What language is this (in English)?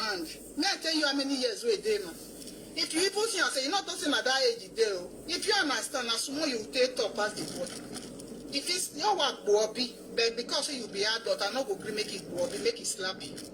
Nigerian Pidgin